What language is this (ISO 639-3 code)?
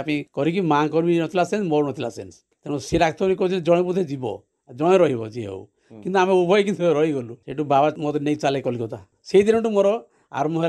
ori